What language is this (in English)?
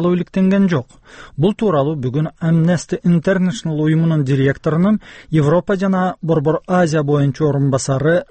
Kyrgyz